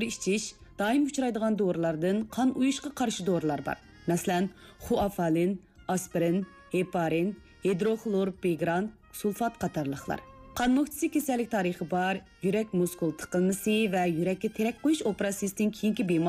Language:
Uyghur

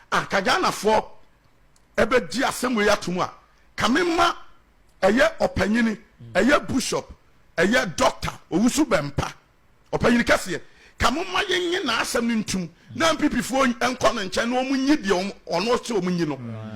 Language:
Akan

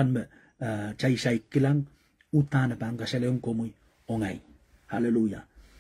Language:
Pohnpeian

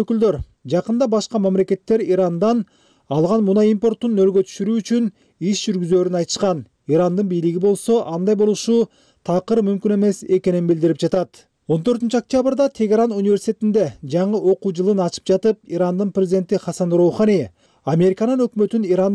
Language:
Kyrgyz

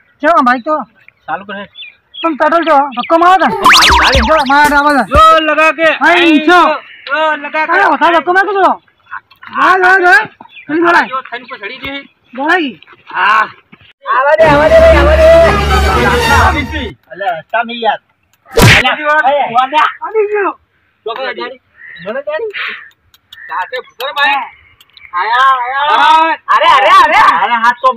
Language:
Gujarati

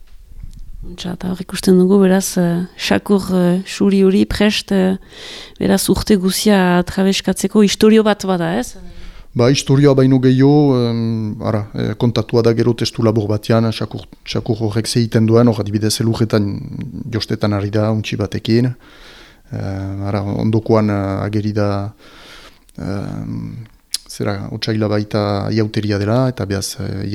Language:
Basque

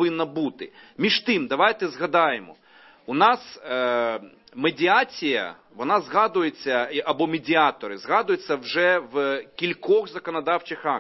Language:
Ukrainian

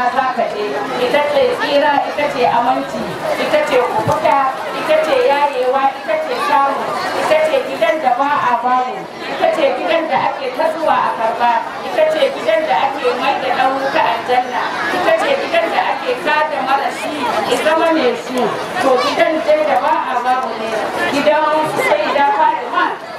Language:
Hausa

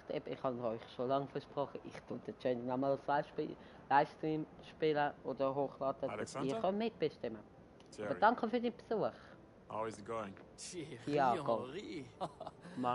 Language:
Swiss German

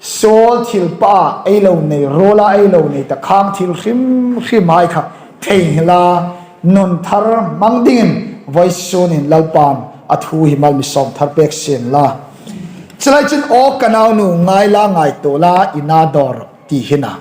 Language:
Hmar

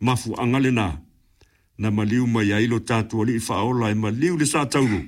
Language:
Samoan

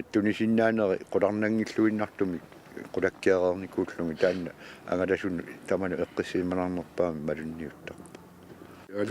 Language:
Kalaallisut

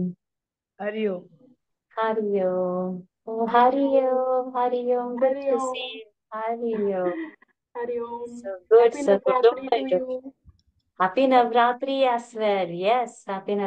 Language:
Sanskrit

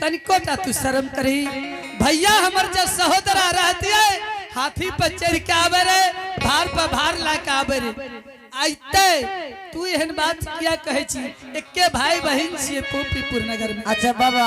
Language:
Angika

